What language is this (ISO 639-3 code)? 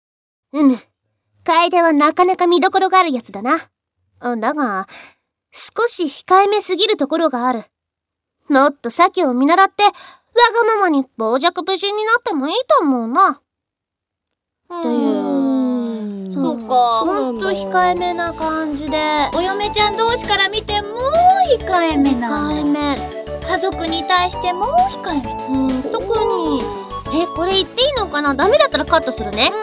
jpn